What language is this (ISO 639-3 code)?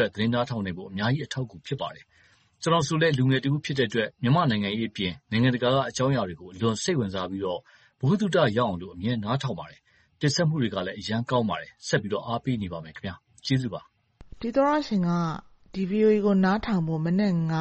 mya